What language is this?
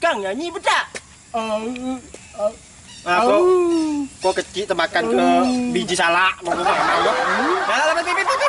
Minangkabau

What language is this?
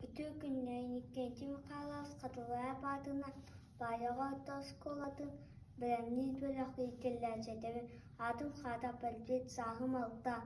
Yakut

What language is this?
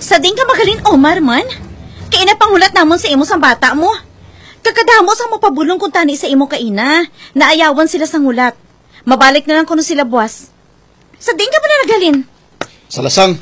Hiligaynon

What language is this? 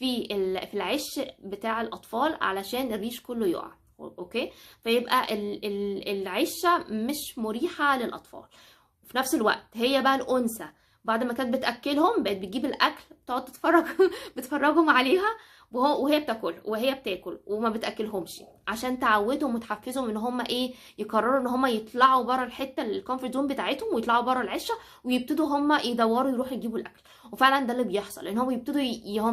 Egyptian Arabic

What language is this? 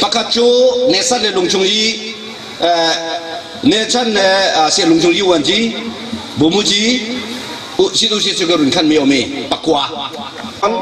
Falam Chin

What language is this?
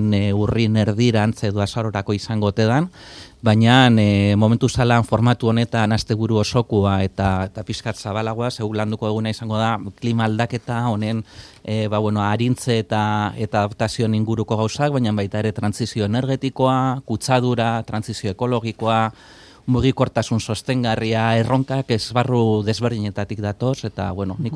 Basque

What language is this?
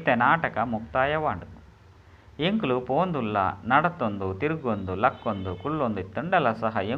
Tulu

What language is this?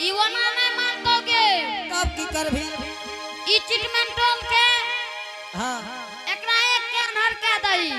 Angika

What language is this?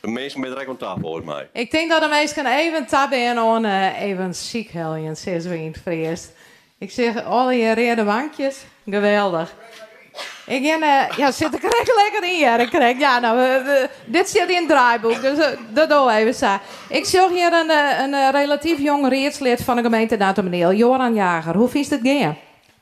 Western Frisian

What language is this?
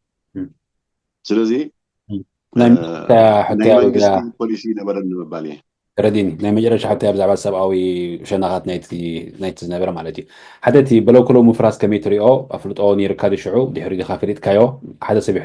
Tigrinya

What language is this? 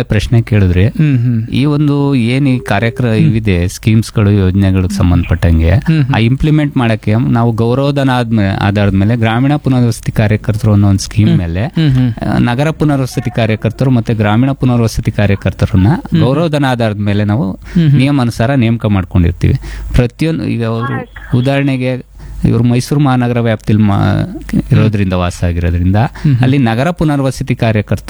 Kannada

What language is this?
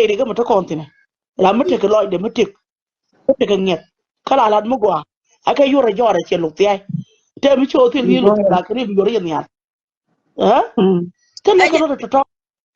Nuer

